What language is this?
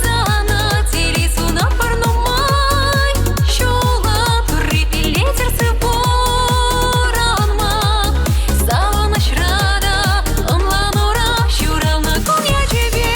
Chuvash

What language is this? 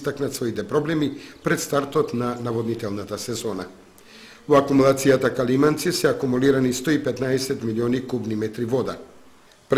Macedonian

